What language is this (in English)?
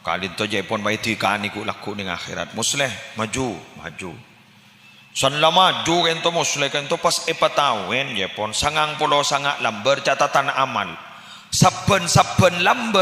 Madurese